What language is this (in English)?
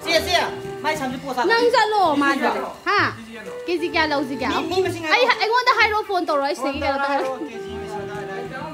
Manipuri